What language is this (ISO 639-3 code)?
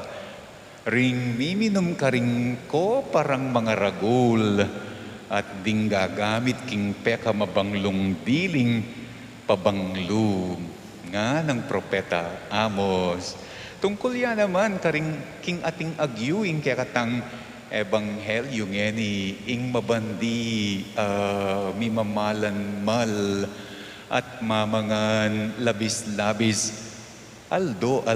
pam